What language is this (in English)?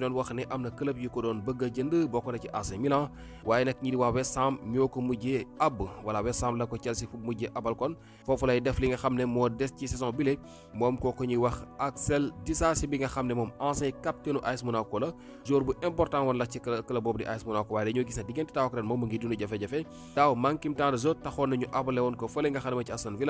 Wolof